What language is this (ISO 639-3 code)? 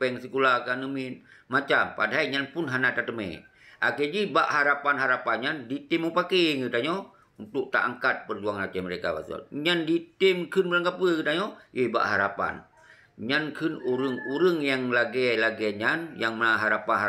ace